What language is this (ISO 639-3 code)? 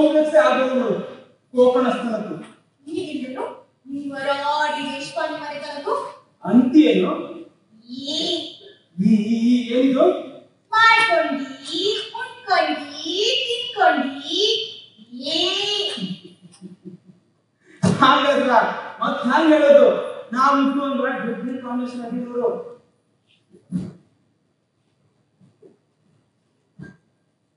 kan